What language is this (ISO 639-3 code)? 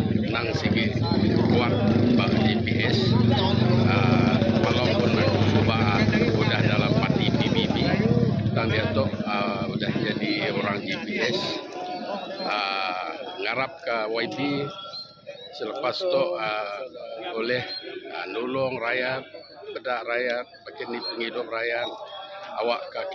msa